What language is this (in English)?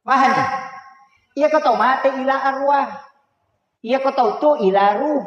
Buginese